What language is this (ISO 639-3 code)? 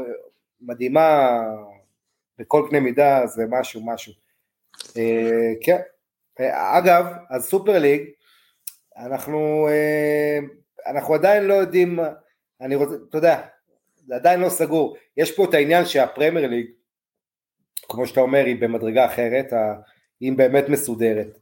heb